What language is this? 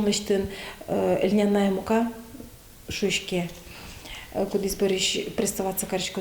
Udmurt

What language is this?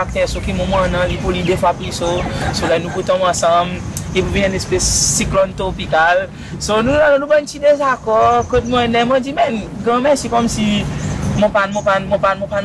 Seselwa Creole French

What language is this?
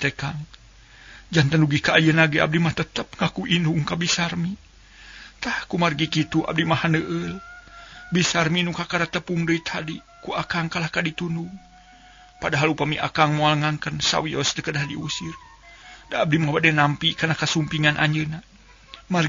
Sundanese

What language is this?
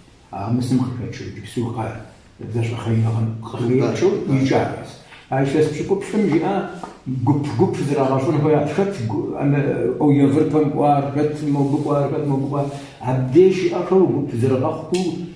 Kabardian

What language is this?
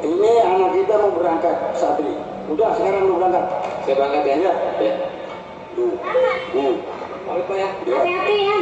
Betawi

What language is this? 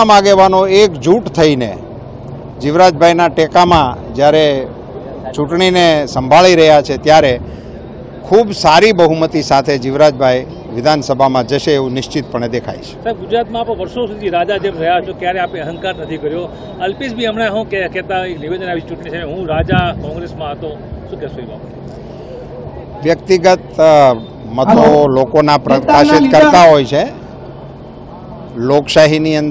Gujarati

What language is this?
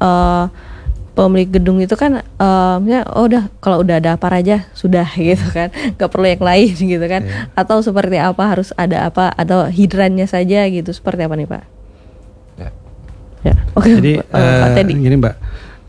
Indonesian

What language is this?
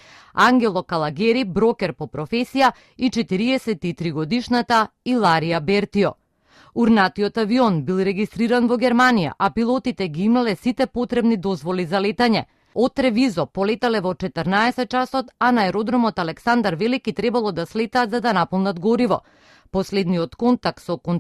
Macedonian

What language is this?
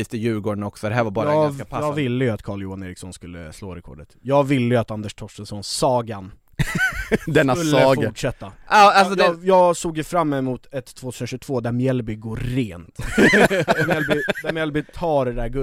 Swedish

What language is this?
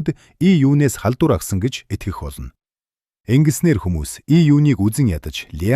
Mongolian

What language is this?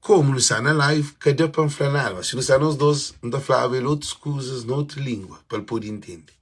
Kabuverdianu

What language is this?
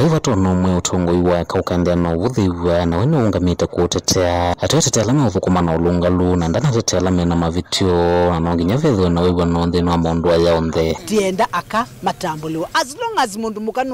Kamba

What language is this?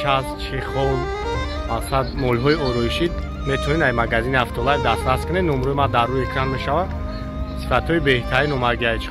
Tajik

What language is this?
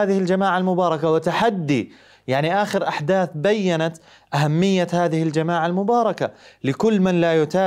Arabic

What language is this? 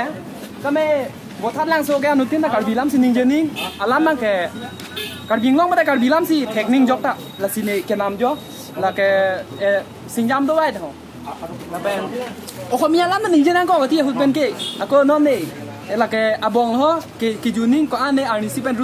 Karbi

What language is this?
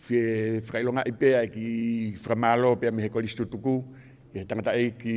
Tongan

